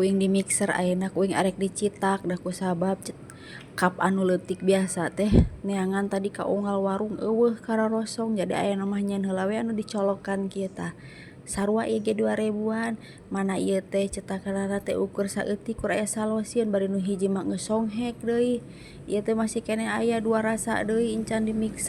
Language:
Sundanese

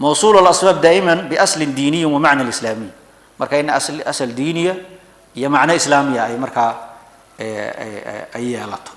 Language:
Somali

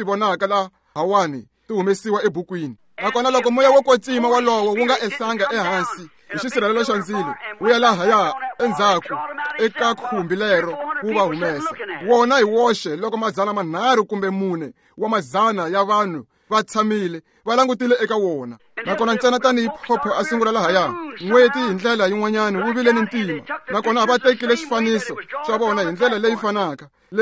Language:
Tsonga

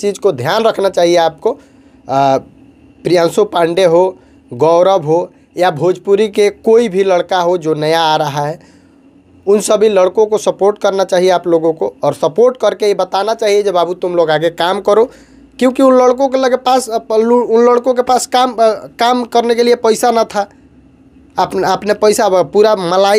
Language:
Bhojpuri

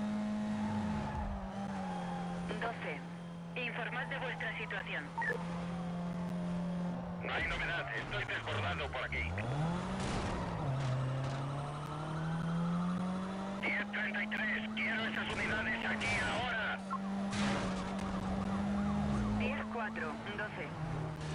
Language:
Spanish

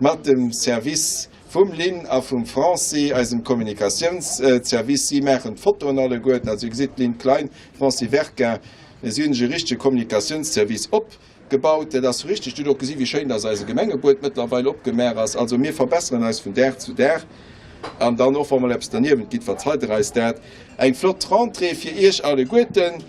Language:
Luxembourgish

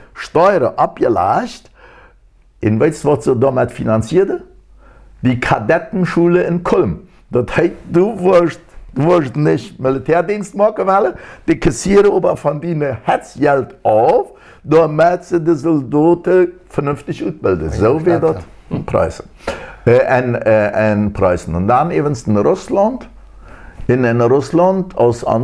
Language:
Plautdietsch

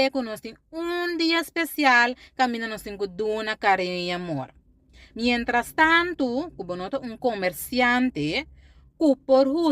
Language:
Papiamento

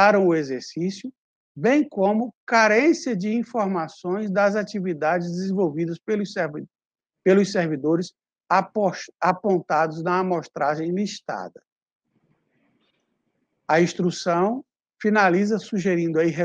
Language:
Portuguese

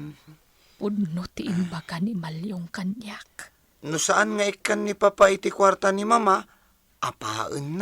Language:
Iloko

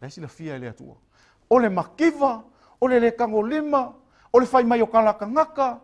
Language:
Samoan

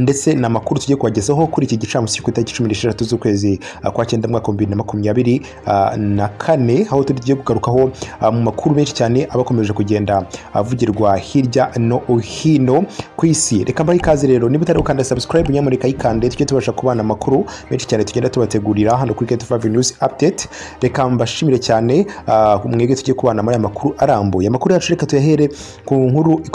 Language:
Kinyarwanda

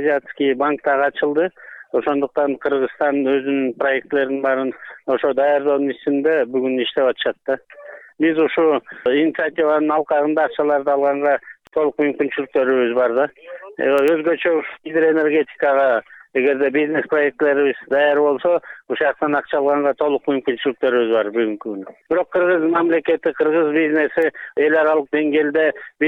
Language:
Kyrgyz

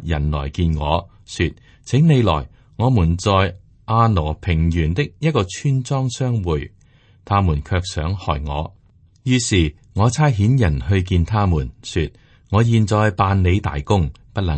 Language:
Cantonese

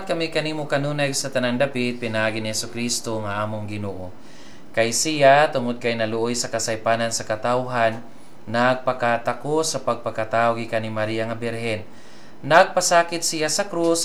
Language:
Cebuano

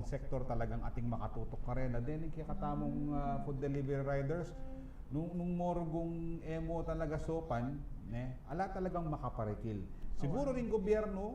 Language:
Pampanga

